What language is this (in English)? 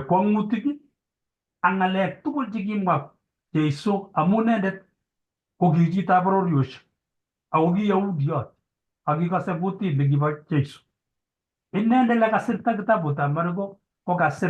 Kalenjin